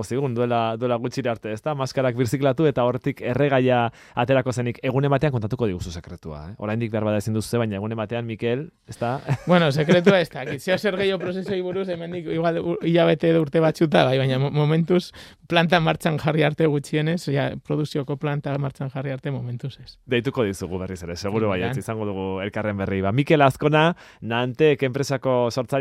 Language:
Basque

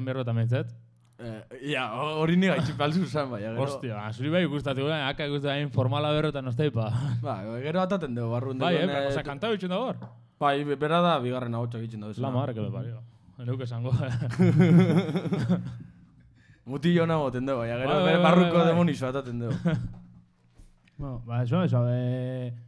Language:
Basque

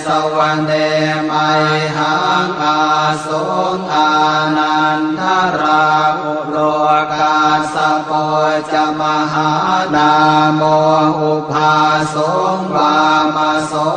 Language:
Pali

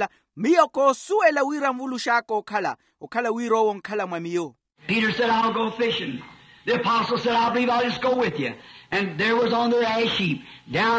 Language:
Makhuwa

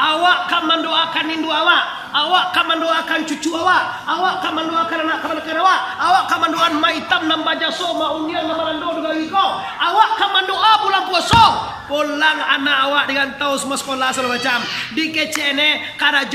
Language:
Minangkabau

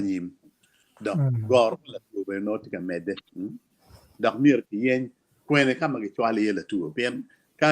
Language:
Acoli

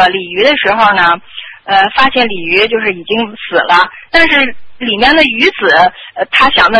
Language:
Chinese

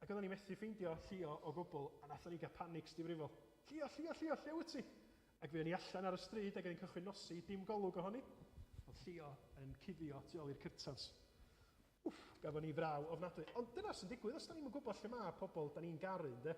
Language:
Welsh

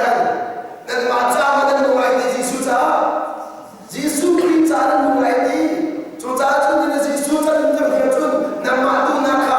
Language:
Hakha Chin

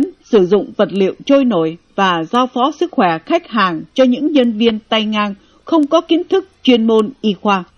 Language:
Vietnamese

